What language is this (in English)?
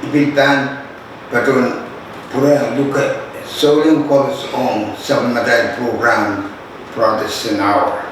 Pohnpeian